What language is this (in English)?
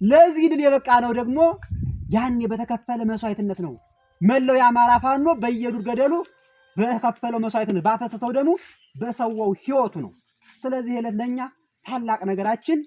Amharic